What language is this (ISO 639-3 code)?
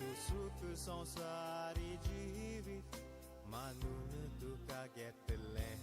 kok